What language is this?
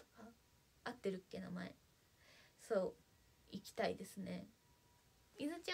Japanese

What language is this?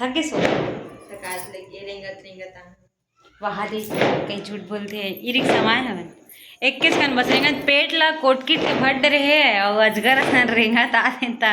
Chhattisgarhi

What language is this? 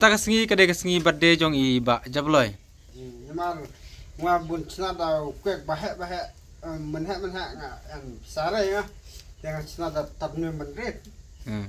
Khasi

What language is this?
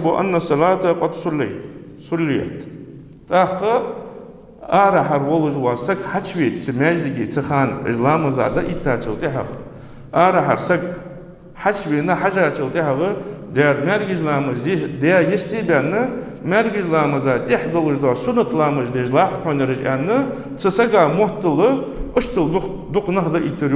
Ingush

